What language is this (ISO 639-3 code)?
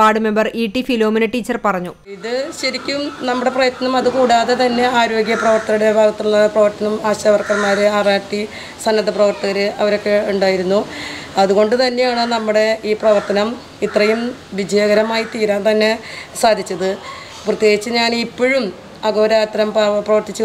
mal